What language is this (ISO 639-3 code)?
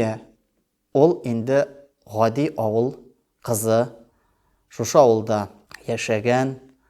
tat